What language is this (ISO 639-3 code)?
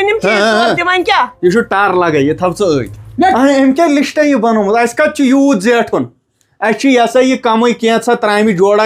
kas